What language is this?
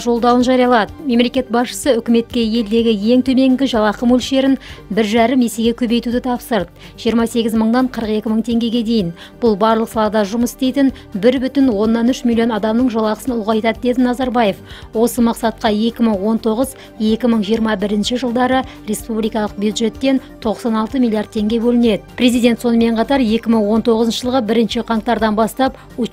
Kazakh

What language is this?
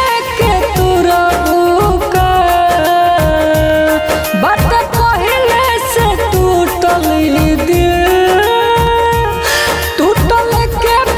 Bhojpuri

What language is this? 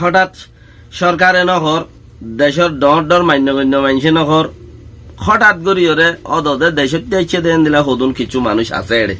Rohingya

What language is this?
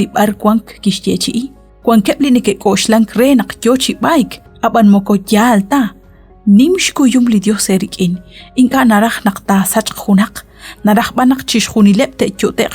Kekchí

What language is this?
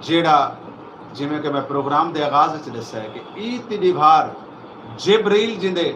Saraiki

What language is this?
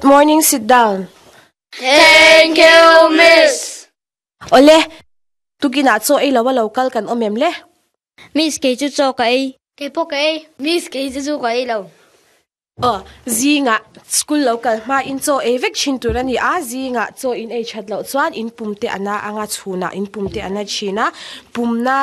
Mizo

